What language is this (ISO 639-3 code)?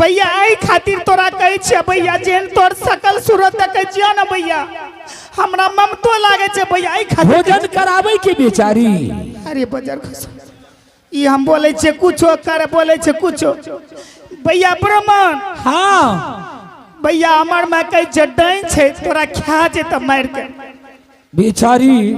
anp